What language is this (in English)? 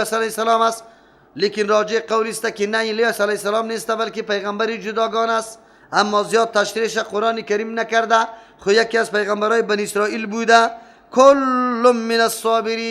Persian